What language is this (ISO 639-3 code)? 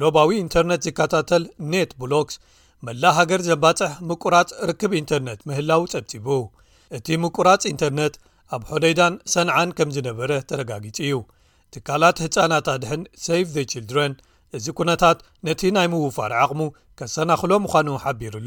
tir